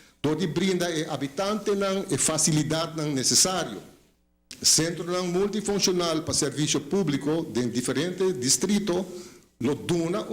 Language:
Papiamento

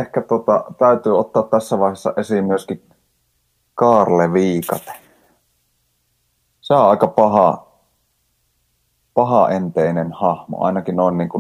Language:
Finnish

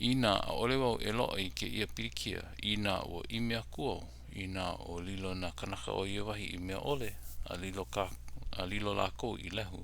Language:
Hawaiian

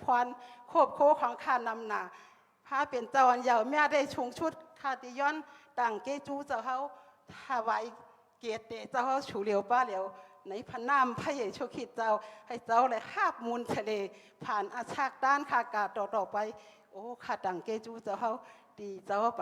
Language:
Shan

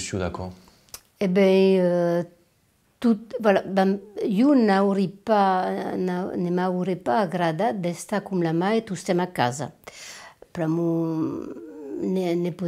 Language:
Occitan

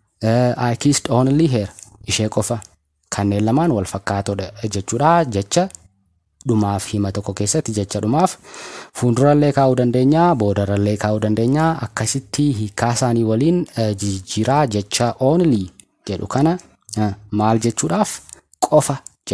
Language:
Oromo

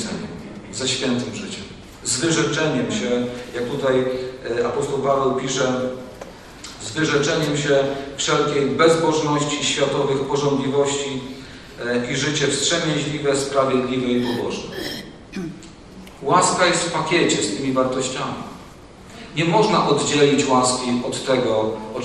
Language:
Polish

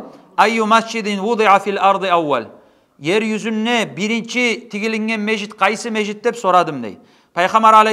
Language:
Kumyk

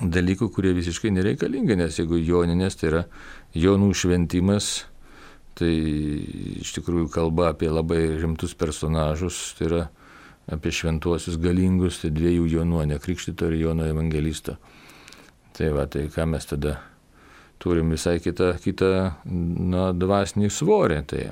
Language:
Lithuanian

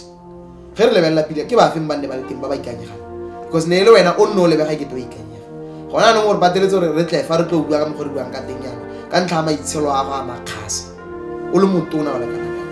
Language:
Tswana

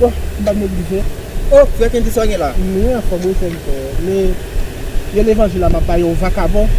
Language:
Haitian Creole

